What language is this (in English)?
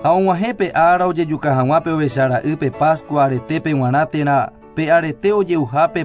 Guarani